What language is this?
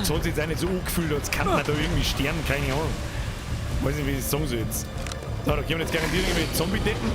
Bavarian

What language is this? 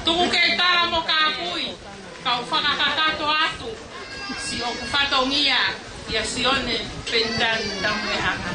Tongan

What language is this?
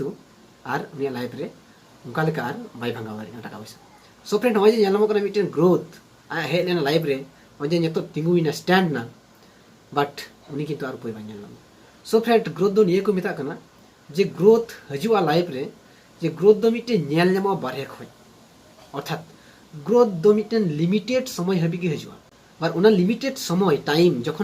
Santali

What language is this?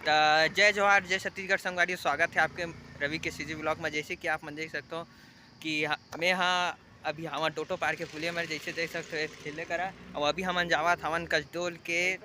Chhattisgarhi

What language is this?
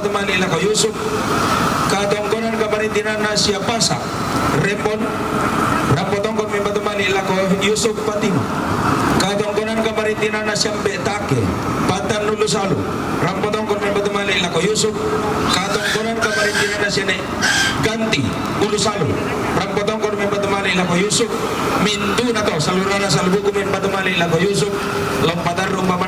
Toraja-Sa'dan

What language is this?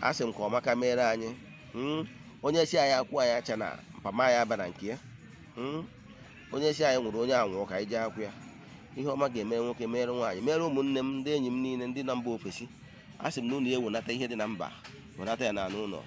Igbo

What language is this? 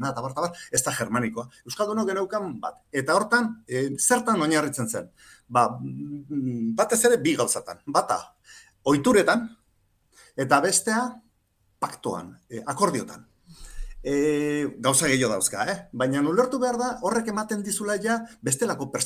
Basque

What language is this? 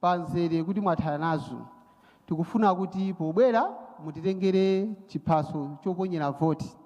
Nyanja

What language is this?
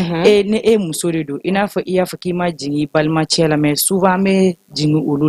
Bambara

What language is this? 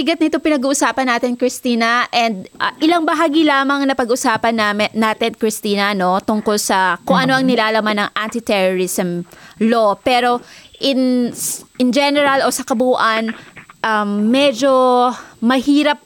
Filipino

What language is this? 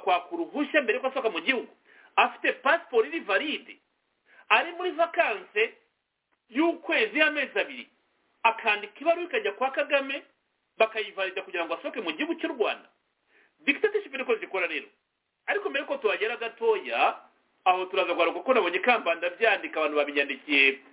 Kinyarwanda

